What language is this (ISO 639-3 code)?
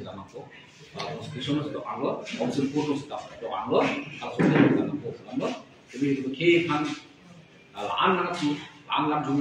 mjw